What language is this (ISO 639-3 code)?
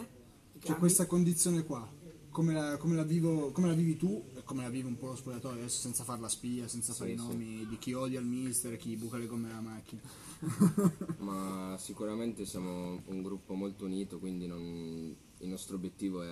ita